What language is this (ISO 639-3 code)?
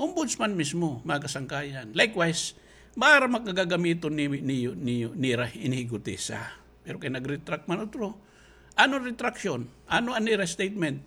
war